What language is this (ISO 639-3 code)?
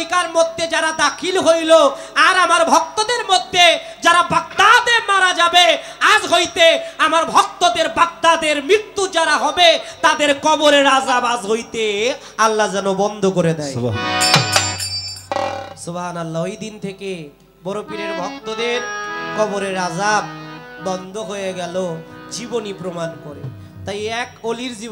ben